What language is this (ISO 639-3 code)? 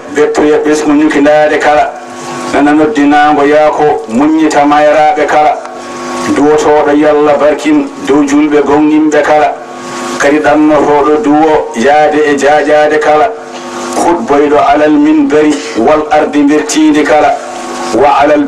ful